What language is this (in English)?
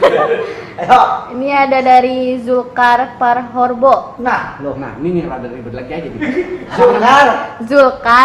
Betawi